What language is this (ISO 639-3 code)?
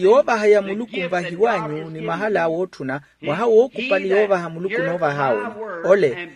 vmw